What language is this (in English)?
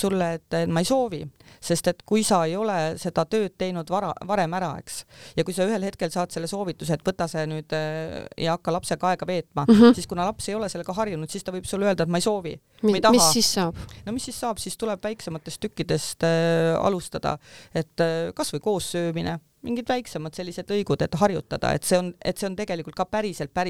Estonian